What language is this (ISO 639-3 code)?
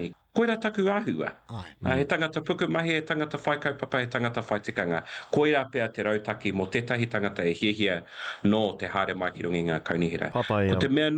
mri